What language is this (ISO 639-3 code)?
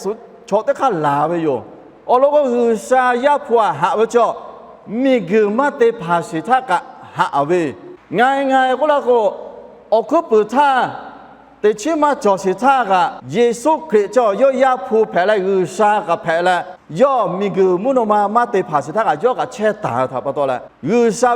lhu